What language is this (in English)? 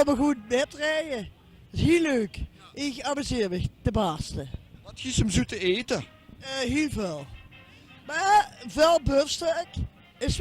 Limburgish